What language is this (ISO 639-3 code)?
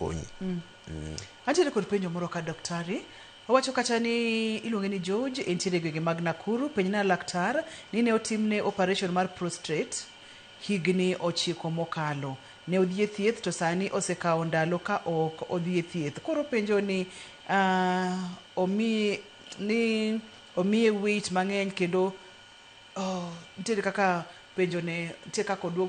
luo